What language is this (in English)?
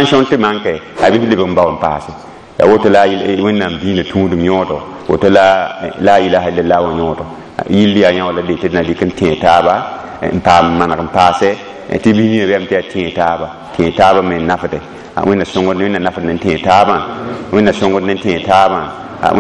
Mossi